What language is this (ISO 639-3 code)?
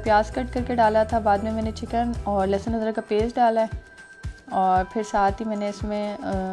hin